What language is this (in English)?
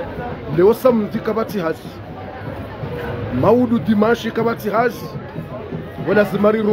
Swahili